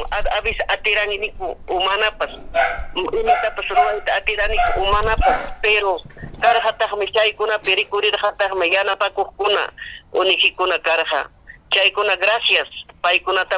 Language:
Ayacucho Quechua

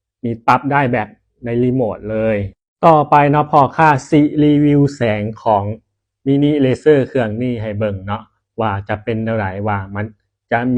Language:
Lao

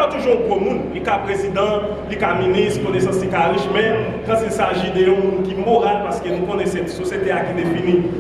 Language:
Haitian Creole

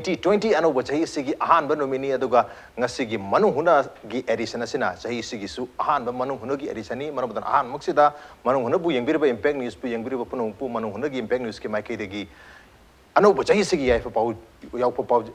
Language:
Manipuri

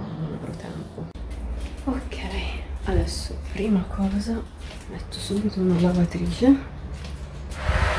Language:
Italian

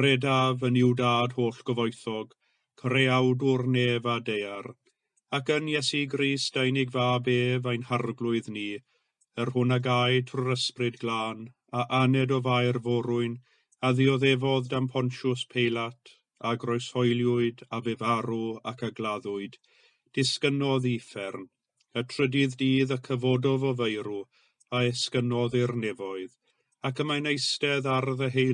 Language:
Welsh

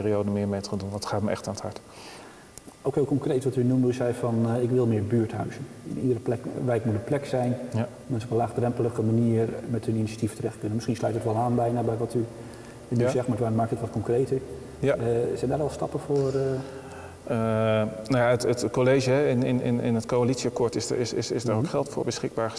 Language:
Dutch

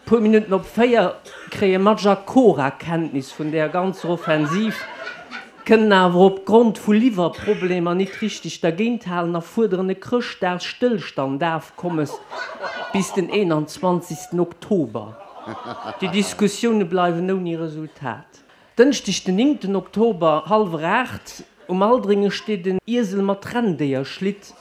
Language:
Luxembourgish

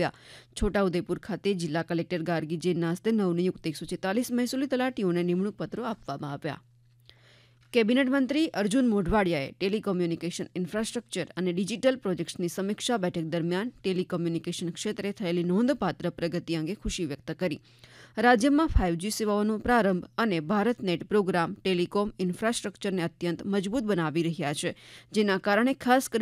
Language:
Gujarati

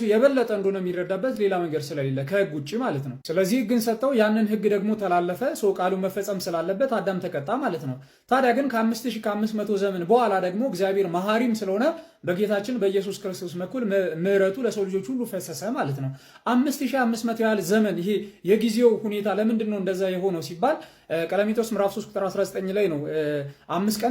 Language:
Amharic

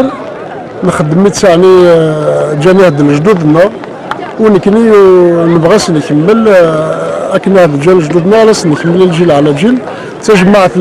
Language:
Kabyle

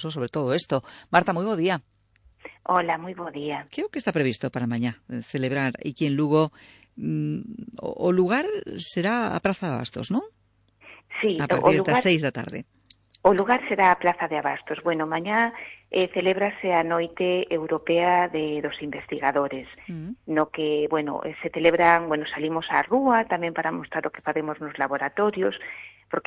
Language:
Galician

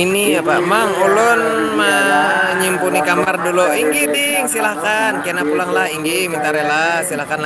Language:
Banjar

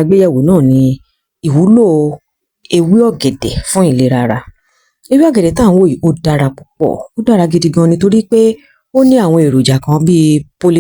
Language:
Yoruba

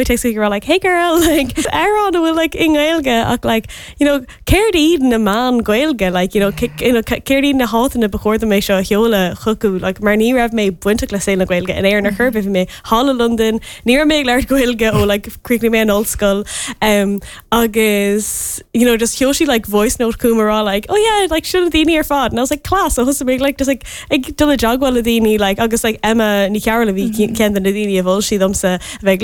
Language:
Irish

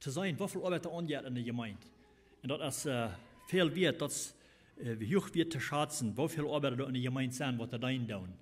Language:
Plautdietsch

